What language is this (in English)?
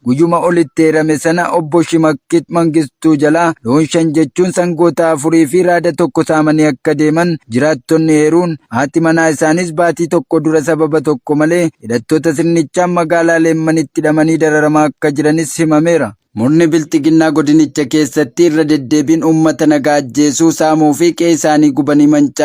Oromo